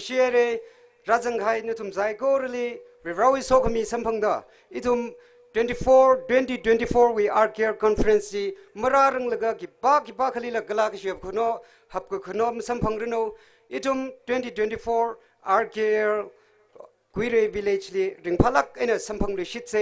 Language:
Tangkhul Naga (India)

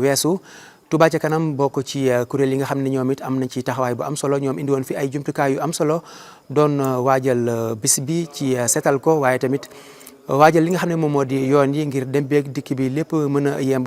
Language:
Wolof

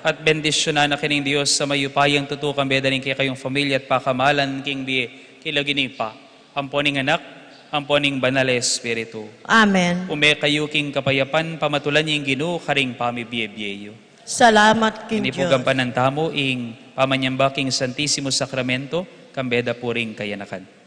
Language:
Pampanga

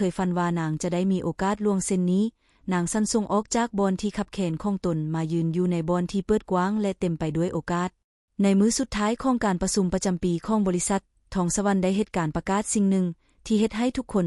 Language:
Lao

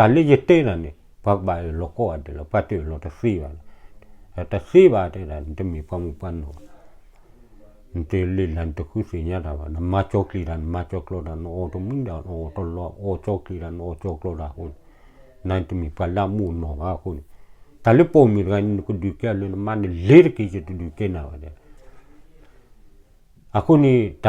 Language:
S'gaw Karen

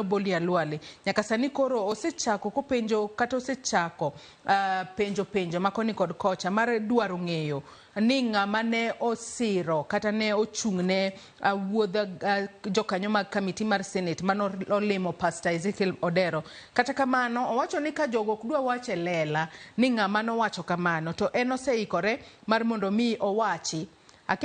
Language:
Luo (Kenya and Tanzania)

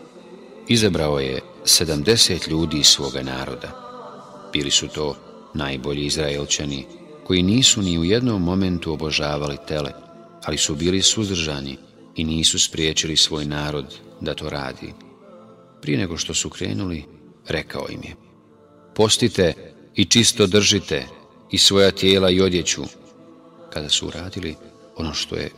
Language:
Bosnian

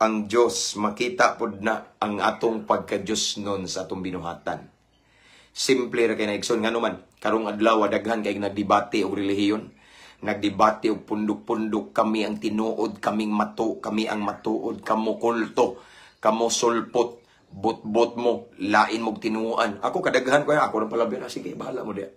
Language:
Cebuano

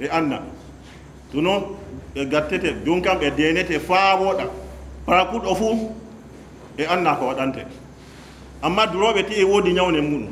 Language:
Fula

